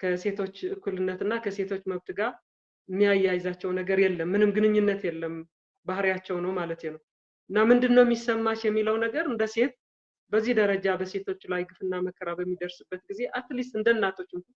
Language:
Amharic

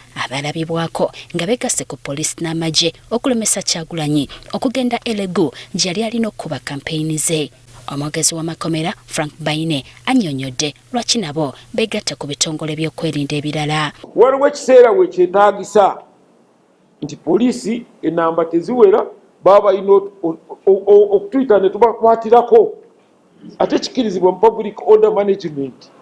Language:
Ganda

